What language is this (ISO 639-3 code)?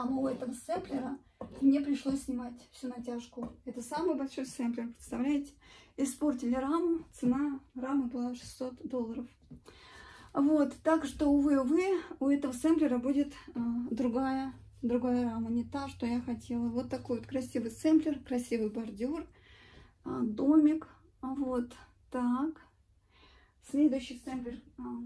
rus